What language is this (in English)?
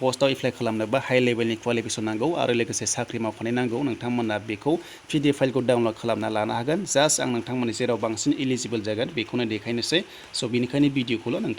Bodo